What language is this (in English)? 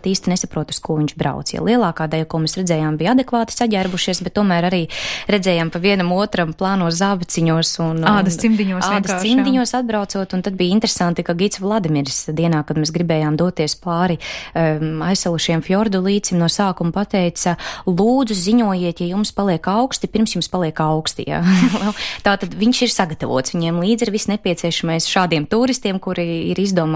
Latvian